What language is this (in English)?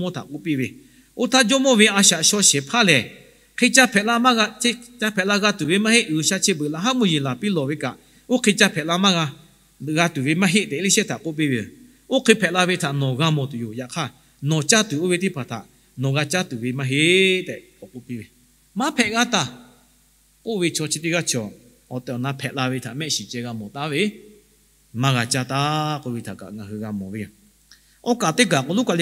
Lahu